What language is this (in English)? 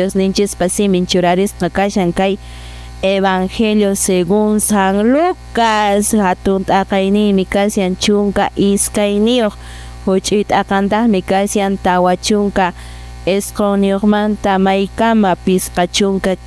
Quechua